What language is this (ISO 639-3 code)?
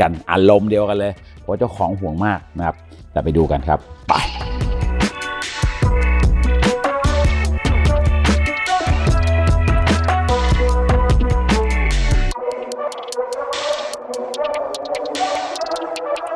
tha